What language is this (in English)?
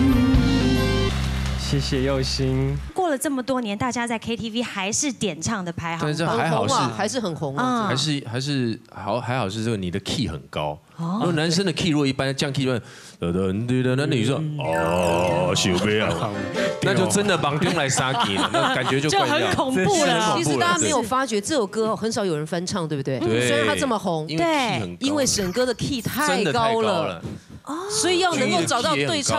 Chinese